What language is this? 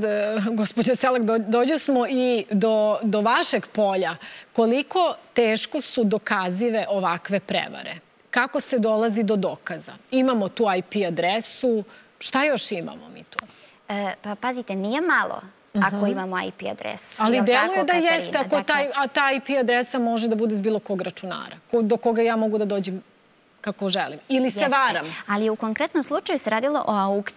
Serbian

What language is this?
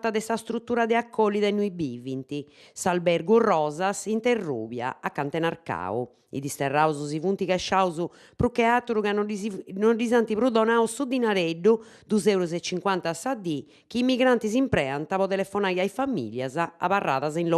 Sardinian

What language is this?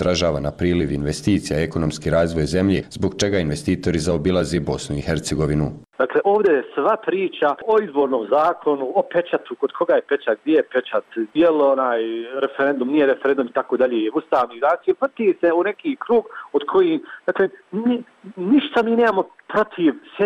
Croatian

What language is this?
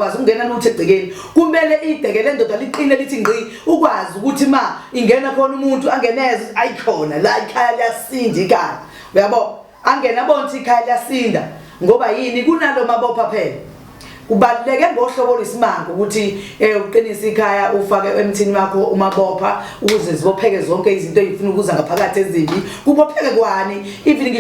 Zulu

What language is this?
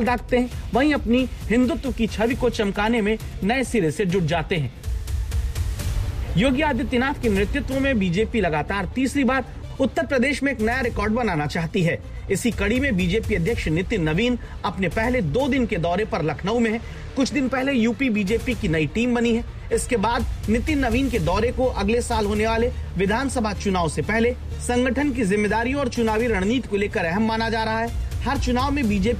Hindi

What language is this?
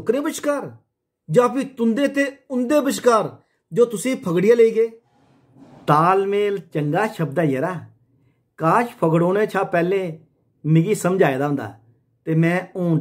Dogri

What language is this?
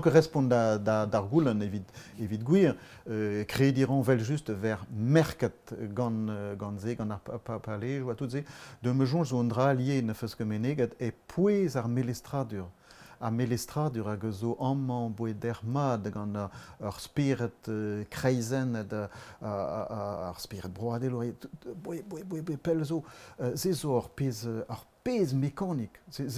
Breton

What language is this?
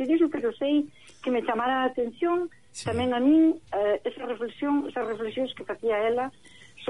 Galician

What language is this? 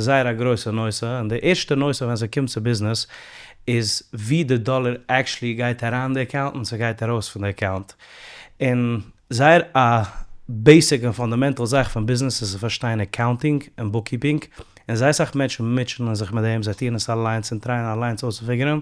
Yiddish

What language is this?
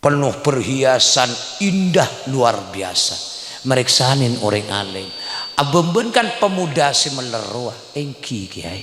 Madurese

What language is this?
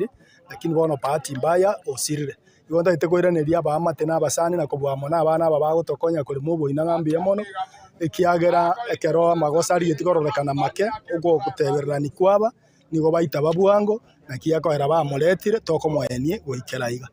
Gusii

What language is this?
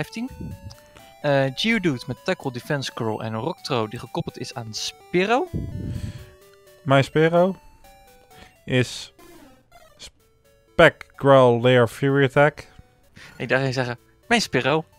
Dutch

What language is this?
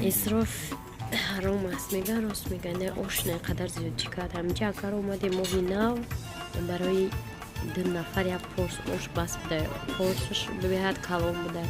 Tajik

